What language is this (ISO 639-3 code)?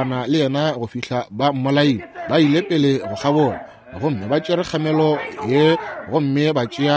nso